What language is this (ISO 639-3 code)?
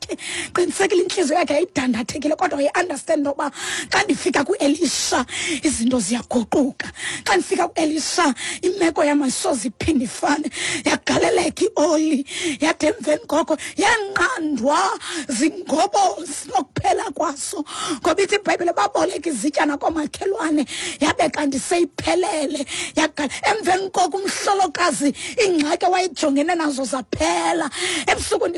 xho